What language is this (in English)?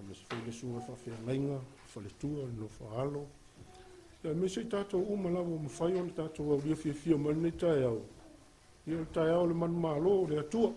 Samoan